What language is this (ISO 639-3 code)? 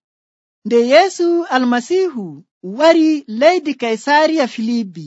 fuv